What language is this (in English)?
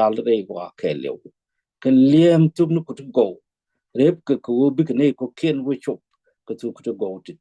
Nuer